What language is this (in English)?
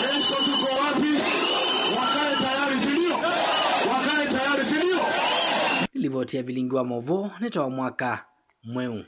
Kamba